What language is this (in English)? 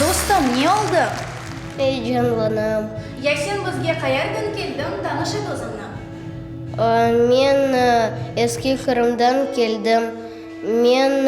Crimean Tatar